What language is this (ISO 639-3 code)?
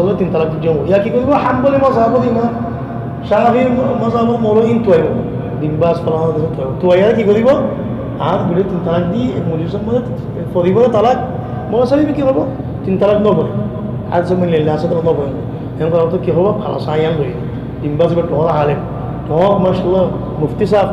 rhg